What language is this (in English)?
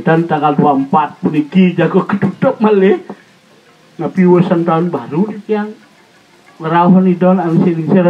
Balinese